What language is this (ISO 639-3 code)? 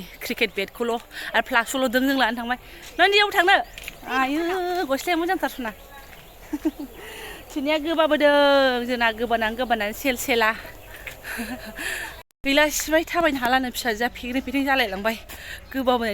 brx